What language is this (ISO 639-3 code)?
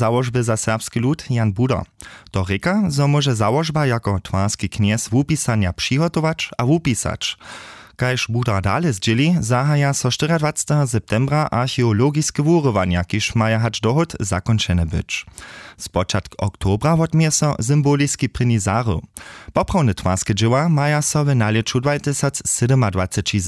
hsb